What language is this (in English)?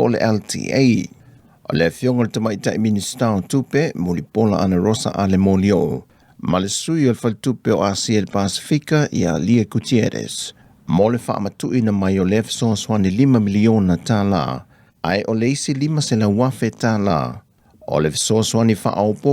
Samoan